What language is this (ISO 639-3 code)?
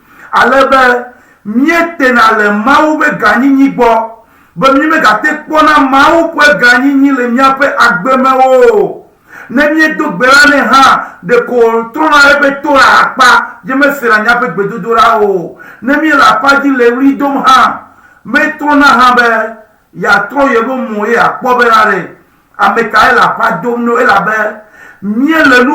ewe